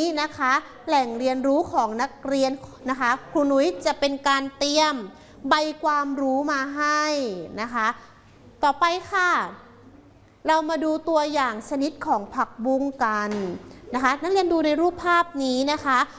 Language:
Thai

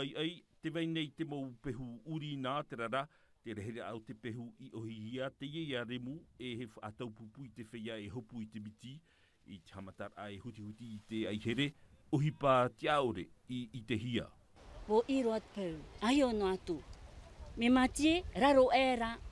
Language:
Tahitian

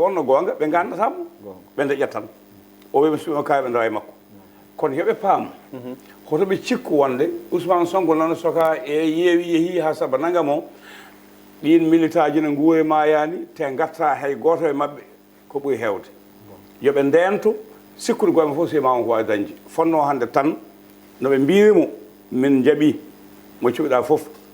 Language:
Fula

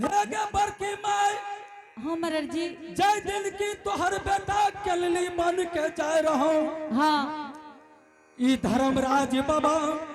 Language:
Angika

